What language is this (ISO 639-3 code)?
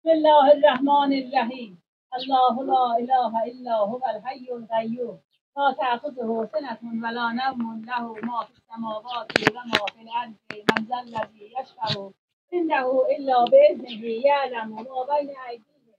azb